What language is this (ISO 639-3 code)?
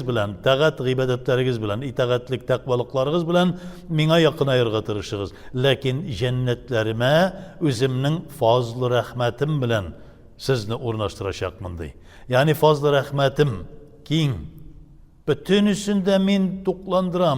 tat